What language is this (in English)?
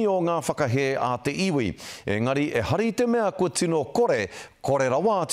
Māori